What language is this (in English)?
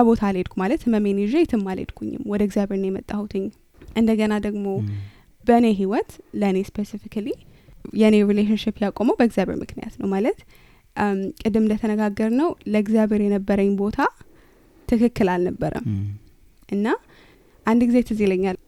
Amharic